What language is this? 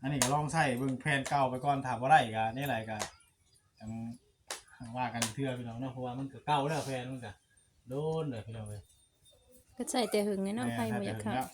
Northeastern Thai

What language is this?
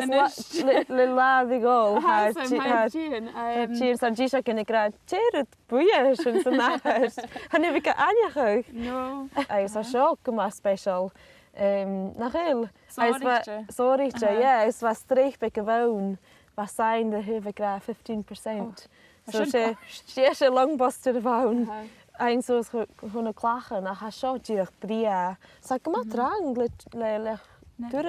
Scottish Gaelic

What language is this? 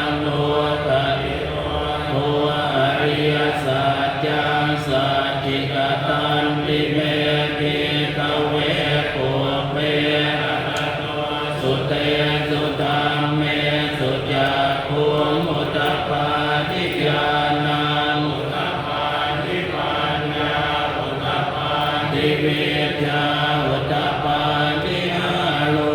Pali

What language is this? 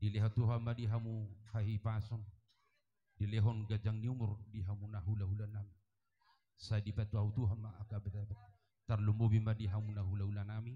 Batak Toba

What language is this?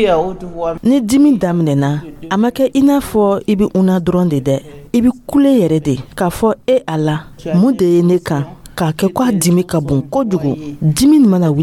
Dyula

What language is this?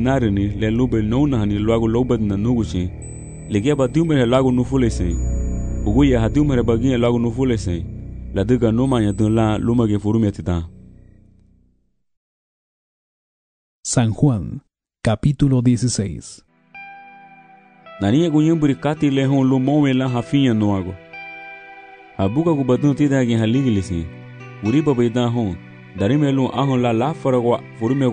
Garifuna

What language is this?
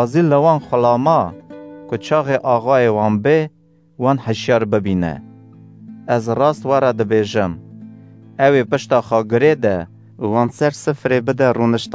Kurdish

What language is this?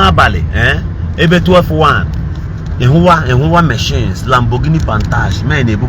Igbo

